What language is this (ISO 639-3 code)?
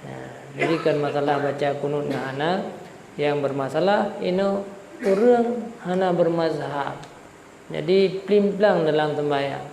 ace